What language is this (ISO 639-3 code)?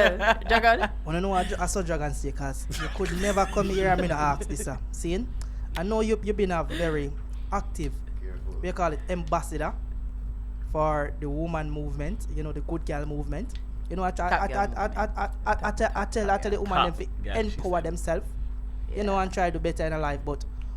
jam